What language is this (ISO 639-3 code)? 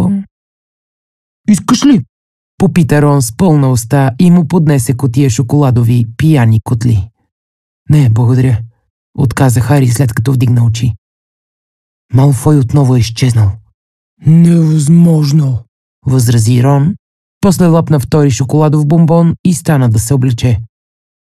bul